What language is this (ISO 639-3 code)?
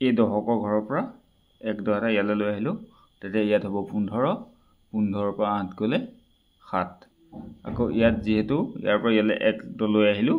asm